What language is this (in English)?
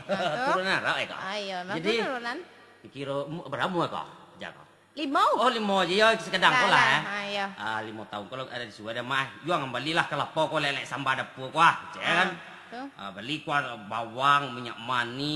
Minangkabau